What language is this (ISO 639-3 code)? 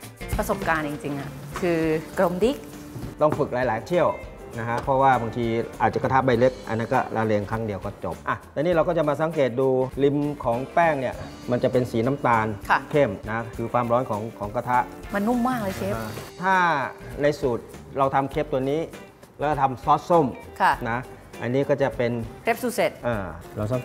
tha